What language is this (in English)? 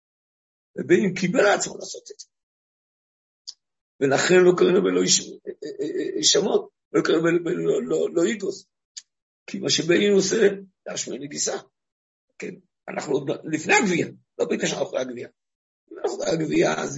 Hebrew